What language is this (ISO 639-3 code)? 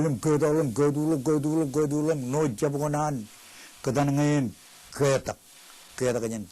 mah